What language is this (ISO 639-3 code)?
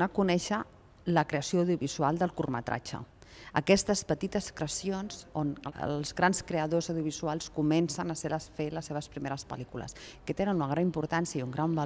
cat